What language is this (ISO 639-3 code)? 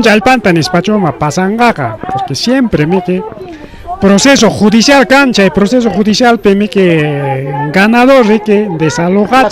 quy